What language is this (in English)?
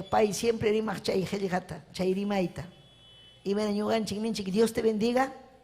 Ayacucho Quechua